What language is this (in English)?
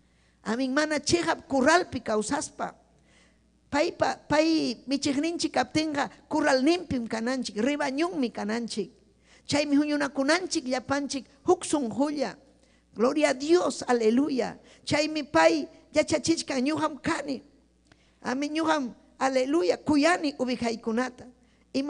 Ayacucho Quechua